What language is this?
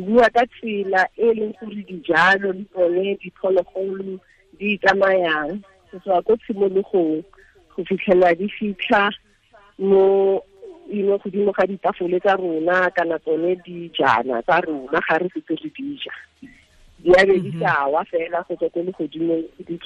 Tswana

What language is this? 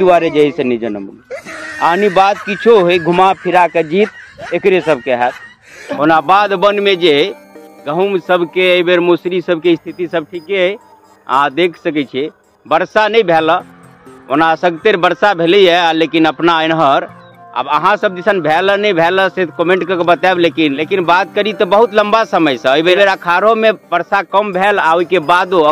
Maithili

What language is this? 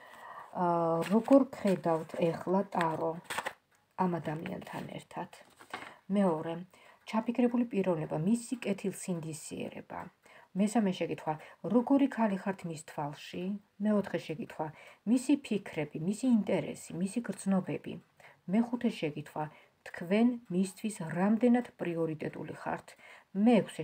Georgian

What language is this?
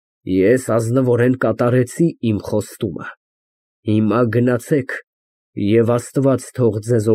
Armenian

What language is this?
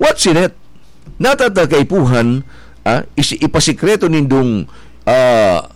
Bikol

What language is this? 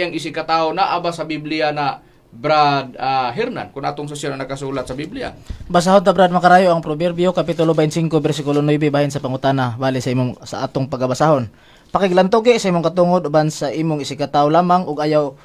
Cebuano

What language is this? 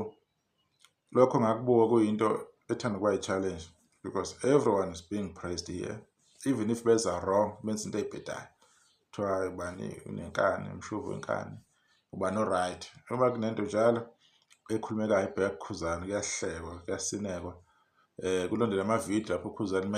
Zulu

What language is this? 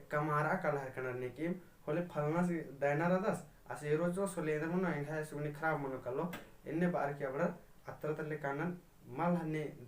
Kurukh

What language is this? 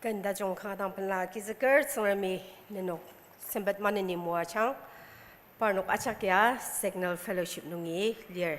Ao Naga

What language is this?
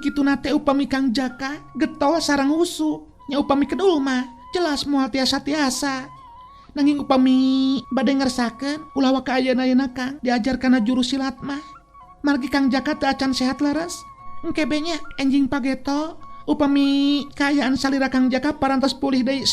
Sundanese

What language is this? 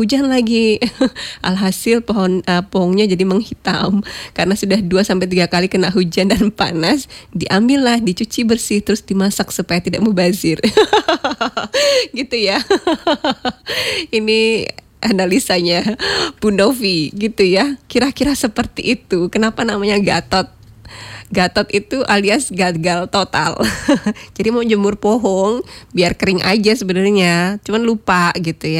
Indonesian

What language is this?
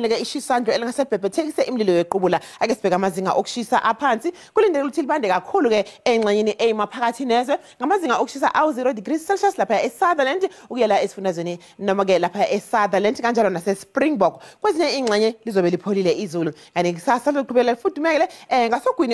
Zulu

